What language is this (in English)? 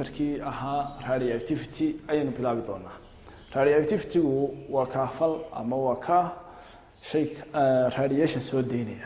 Somali